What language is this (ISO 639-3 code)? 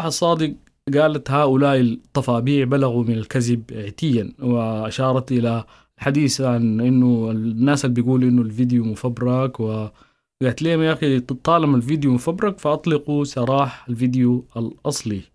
apd